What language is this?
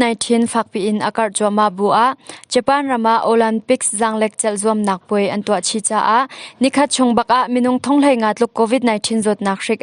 Hakha Chin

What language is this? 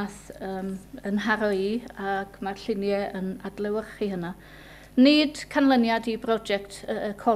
Welsh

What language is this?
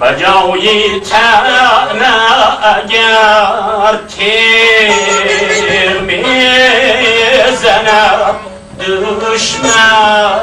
Tajik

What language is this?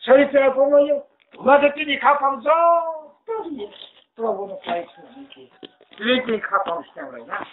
Riang (India)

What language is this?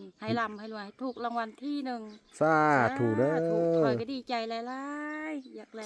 Lao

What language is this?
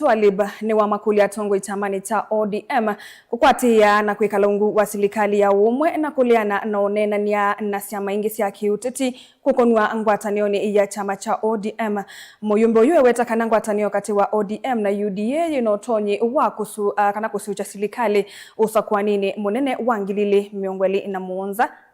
Kamba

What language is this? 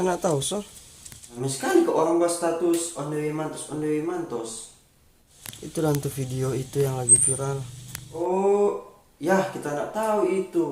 Manado Malay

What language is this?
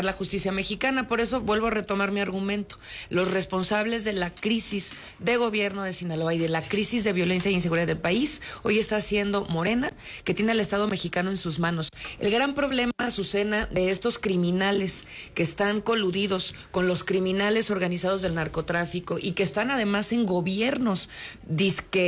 Spanish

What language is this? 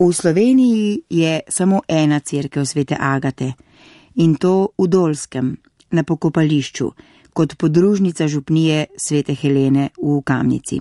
Slovenian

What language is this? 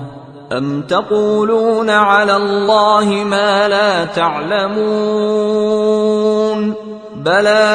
Arabic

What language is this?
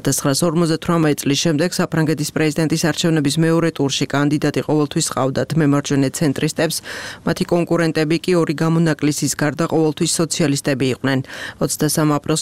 Georgian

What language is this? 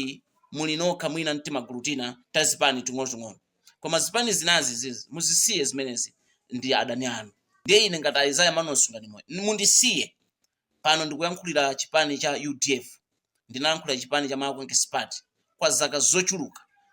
Nyanja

